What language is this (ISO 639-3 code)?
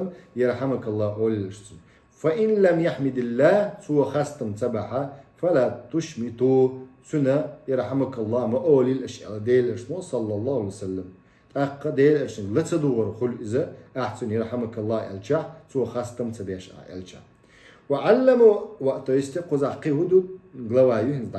che